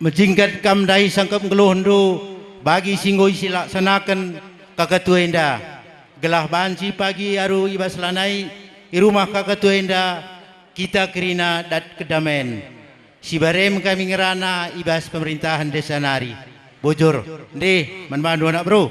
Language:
Batak Karo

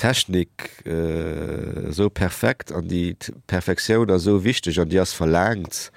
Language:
Luxembourgish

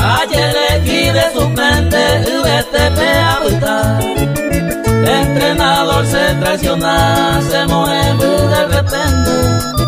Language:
Spanish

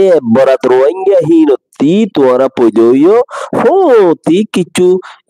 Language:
Rohingya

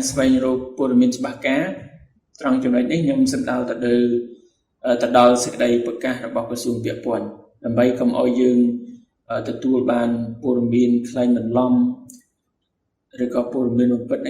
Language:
Khmer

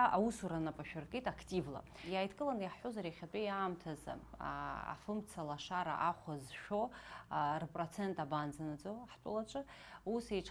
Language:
Abkhazian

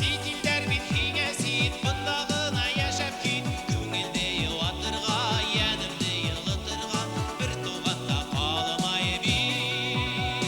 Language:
Bashkir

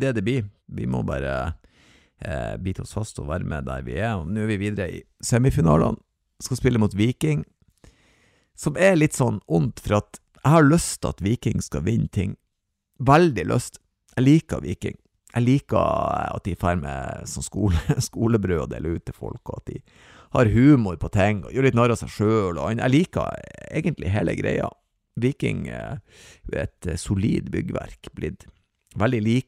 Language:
Norwegian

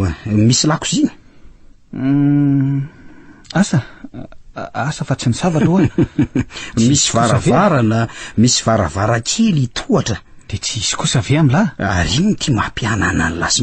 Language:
Malagasy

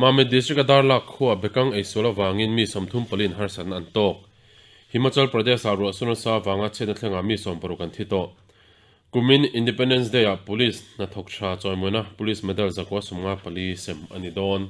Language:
Mizo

